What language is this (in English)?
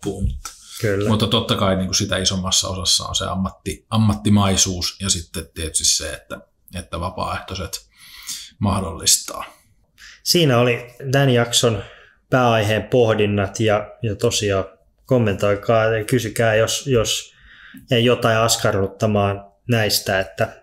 Finnish